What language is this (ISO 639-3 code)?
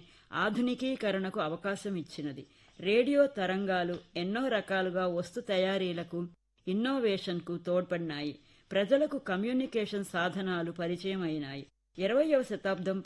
tel